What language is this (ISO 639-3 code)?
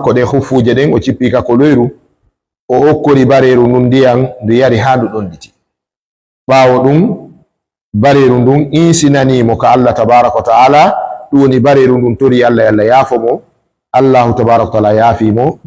ful